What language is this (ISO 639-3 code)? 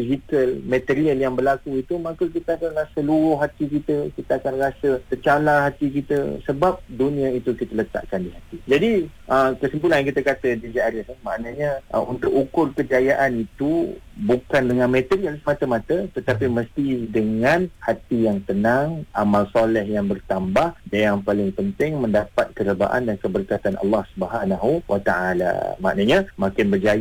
msa